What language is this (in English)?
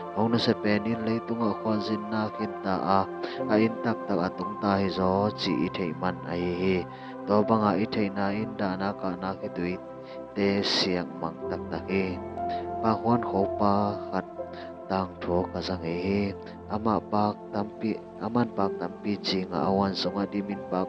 Tedim Chin